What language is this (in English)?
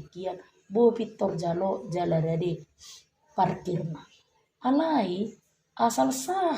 Batak Toba